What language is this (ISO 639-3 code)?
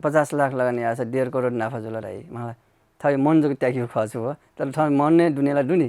new